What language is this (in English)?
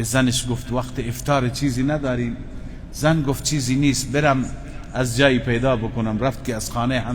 Persian